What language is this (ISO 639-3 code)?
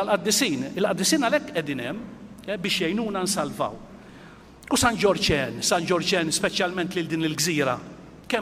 mlt